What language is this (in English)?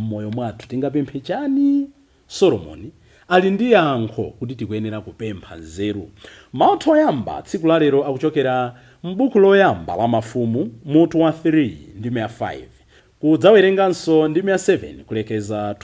Nyanja